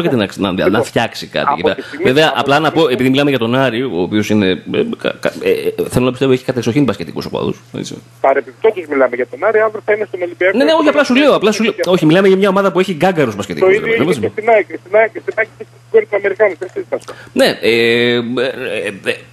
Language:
Greek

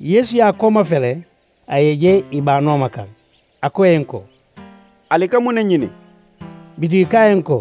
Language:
Mandingo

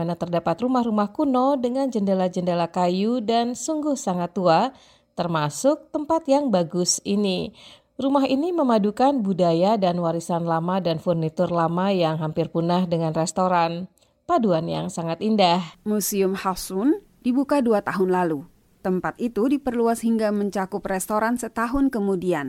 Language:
Indonesian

